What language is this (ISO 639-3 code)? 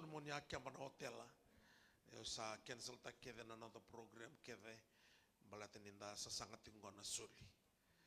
fij